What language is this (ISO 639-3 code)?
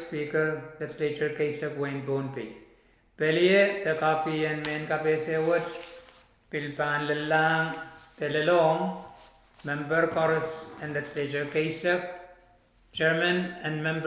pon